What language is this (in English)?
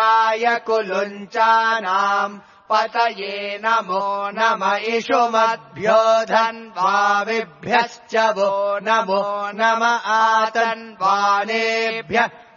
Sanskrit